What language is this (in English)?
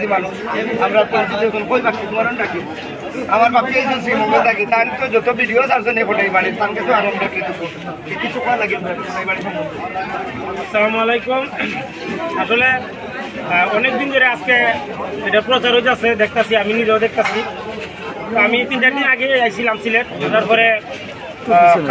Sylheti